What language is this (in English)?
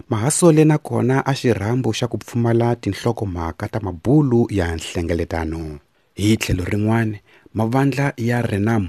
Tsonga